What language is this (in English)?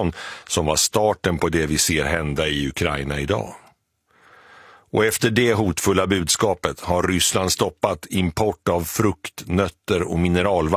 Swedish